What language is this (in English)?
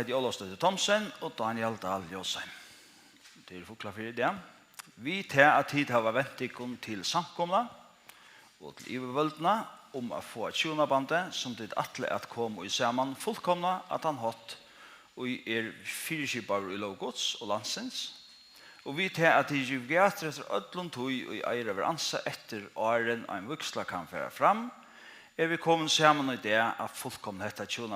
Faroese